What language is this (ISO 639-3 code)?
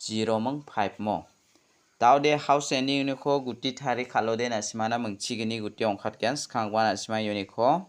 grt